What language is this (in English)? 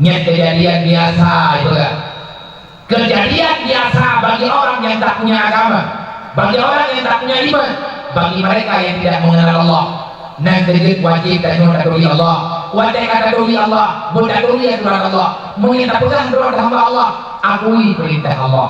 Achinese